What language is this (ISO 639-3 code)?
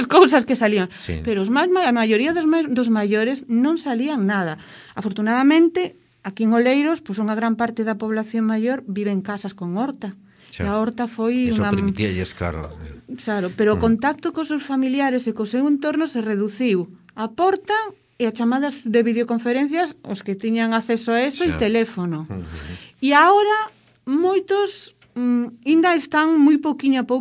glg